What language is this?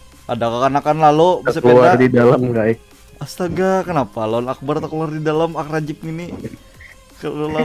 Banjar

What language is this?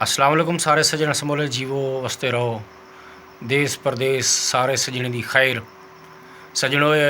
Saraiki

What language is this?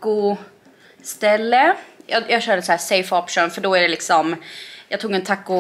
Swedish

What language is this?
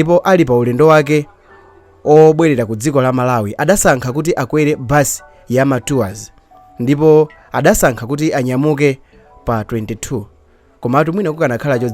Nyanja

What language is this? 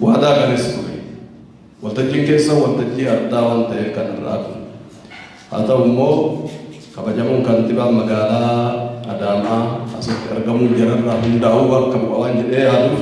Oromo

